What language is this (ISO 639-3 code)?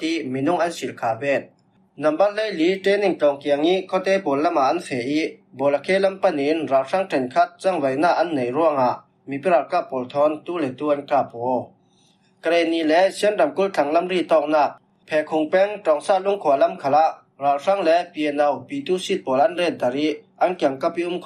cfm